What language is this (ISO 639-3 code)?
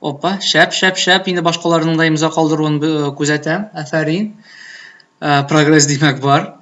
tat